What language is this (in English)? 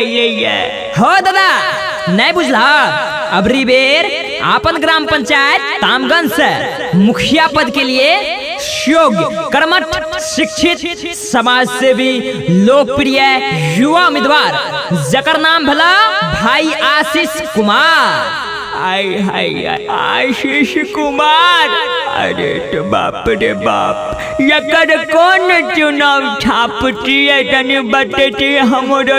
Maithili